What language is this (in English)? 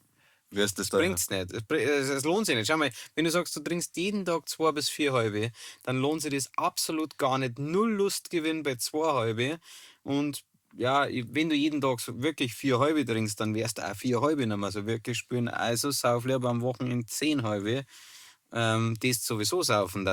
Bavarian